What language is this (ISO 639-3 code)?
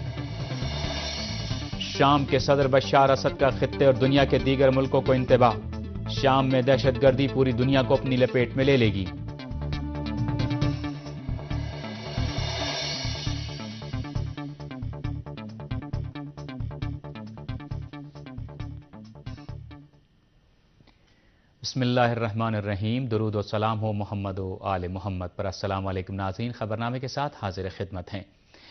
urd